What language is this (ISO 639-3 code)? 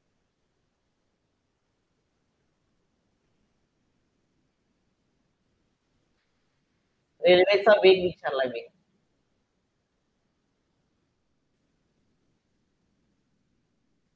mar